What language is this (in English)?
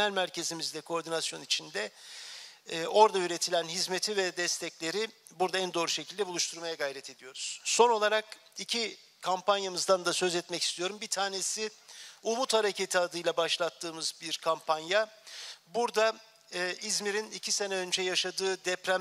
Turkish